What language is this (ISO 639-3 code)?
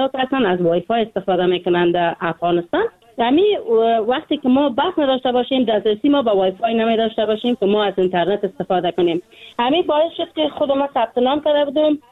fas